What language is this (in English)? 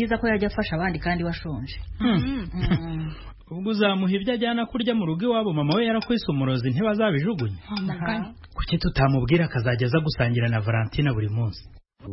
Kinyarwanda